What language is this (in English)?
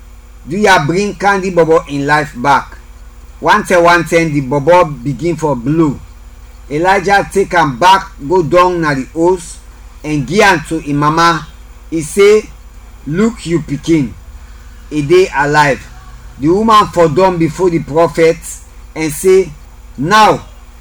Krio